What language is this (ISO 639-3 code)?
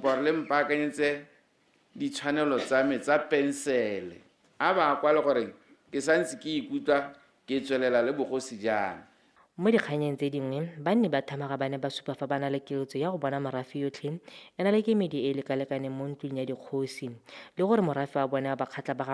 tsn